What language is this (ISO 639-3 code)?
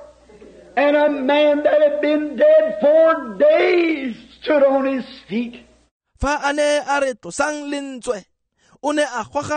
tsn